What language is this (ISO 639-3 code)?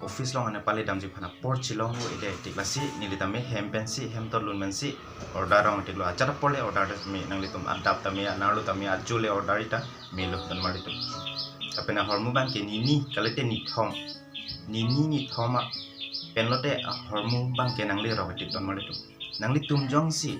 mjw